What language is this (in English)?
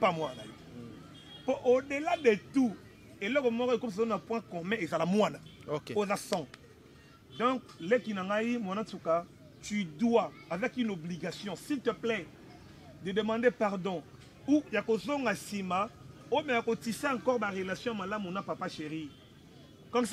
Lingala